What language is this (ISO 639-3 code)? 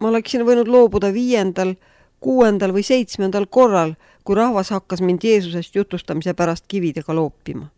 est